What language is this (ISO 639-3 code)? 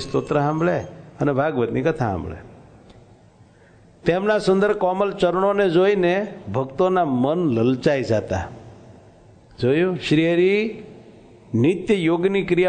guj